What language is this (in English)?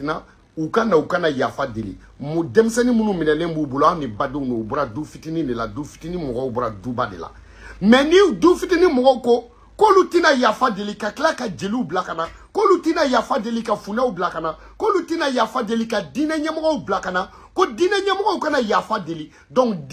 Bambara